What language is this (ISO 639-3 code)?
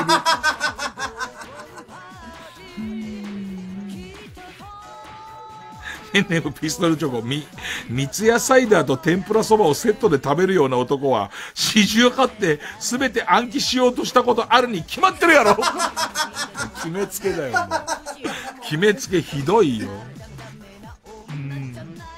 jpn